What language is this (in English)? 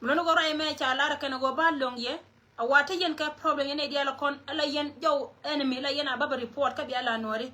Nuer